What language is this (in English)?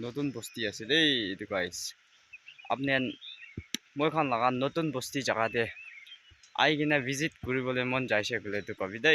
Naga Pidgin